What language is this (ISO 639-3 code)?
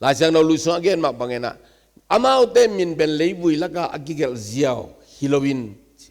ctd